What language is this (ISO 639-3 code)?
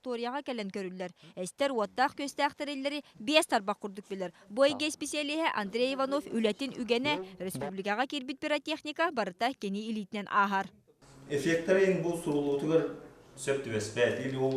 sah